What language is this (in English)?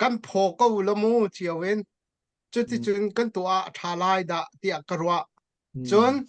Hakha Chin